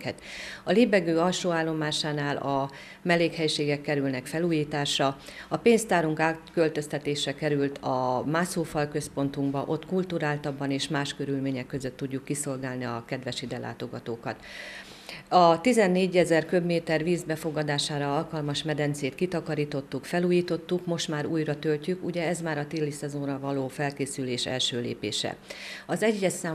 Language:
Hungarian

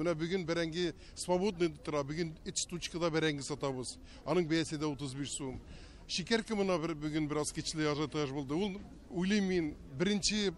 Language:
Tatar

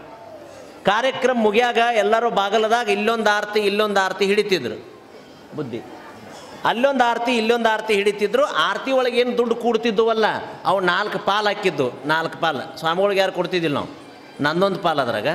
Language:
Kannada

